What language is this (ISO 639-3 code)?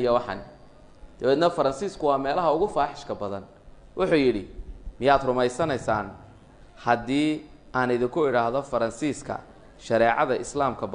som